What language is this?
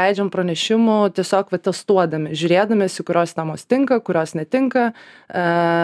Lithuanian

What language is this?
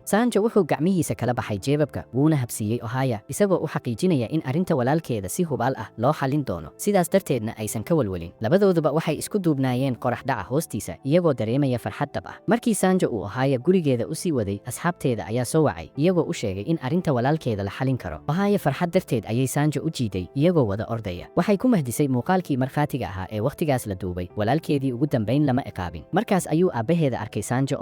Somali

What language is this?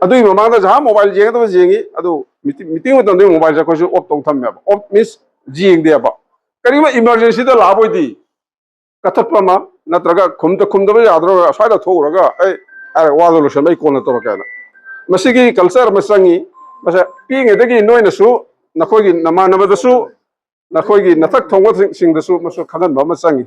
Manipuri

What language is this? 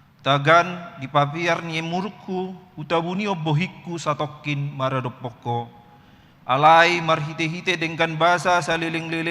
Batak Toba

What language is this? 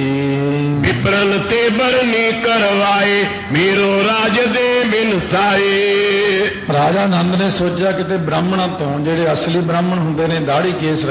Punjabi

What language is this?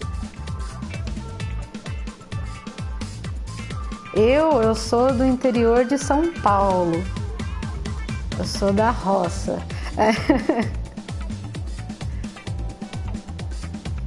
Portuguese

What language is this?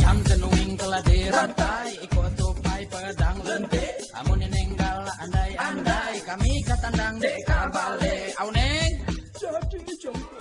Musi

